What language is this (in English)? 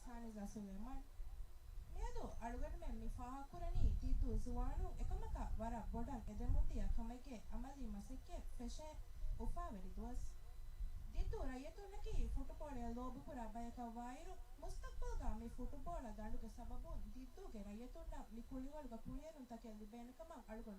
Divehi